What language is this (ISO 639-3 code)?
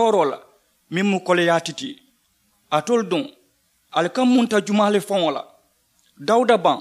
man